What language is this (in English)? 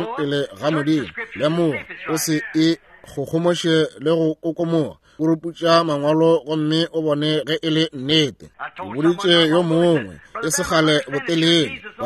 Northern Sotho